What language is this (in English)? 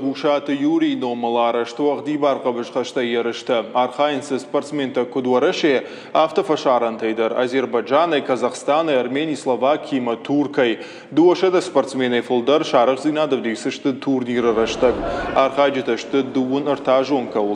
Ossetic